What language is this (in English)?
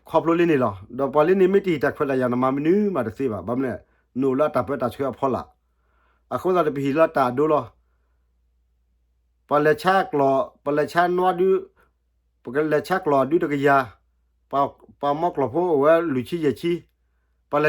S'gaw Karen